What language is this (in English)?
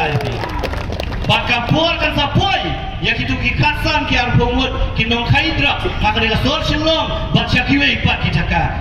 Khasi